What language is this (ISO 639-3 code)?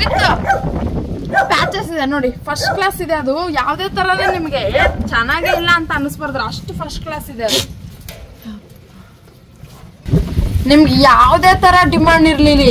kan